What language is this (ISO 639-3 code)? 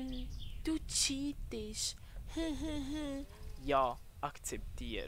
gsw